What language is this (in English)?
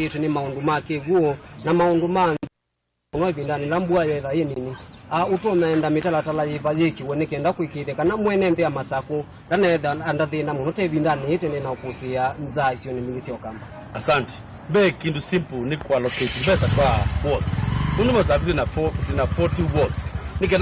Kamba